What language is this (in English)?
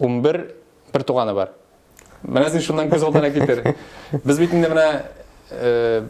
Tatar